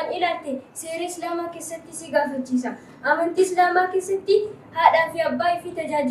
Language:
Oromo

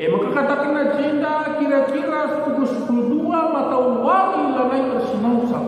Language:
Batak Karo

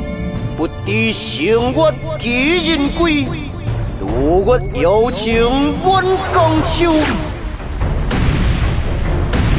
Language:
Chinese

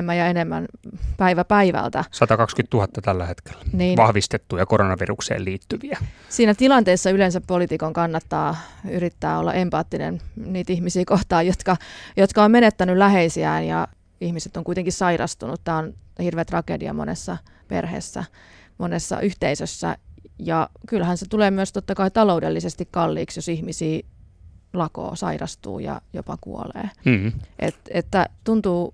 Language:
Finnish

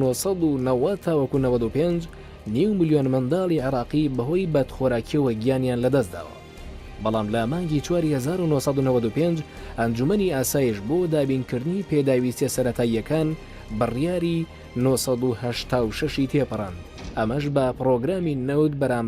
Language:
Central Kurdish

